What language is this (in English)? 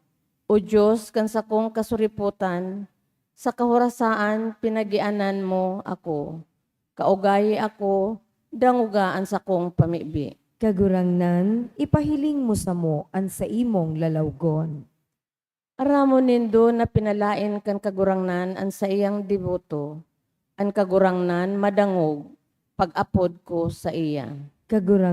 Bikol